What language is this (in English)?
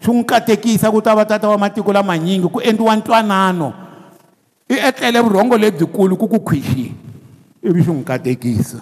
Tsonga